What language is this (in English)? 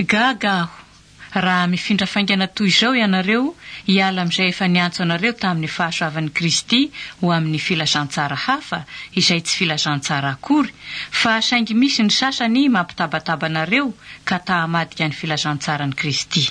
Malagasy